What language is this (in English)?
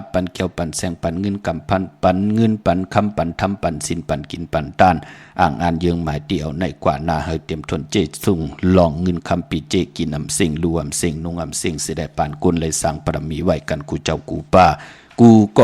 Shan